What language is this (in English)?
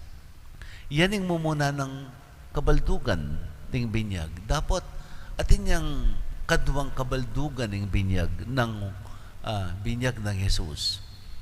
Pampanga